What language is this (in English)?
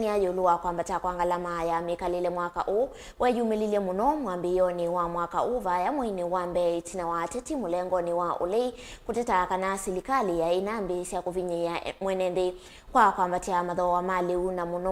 Kamba